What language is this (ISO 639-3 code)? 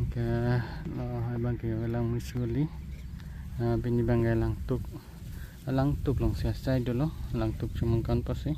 mjw